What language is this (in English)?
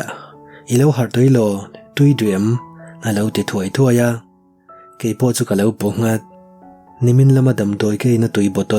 Mizo